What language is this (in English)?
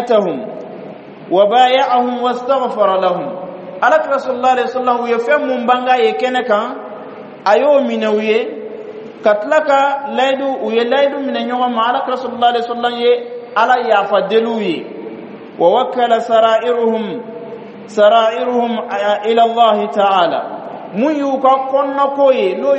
Bambara